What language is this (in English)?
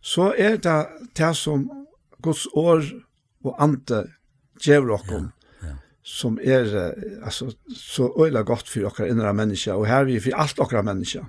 Faroese